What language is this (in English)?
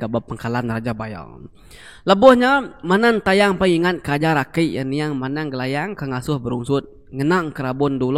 Iban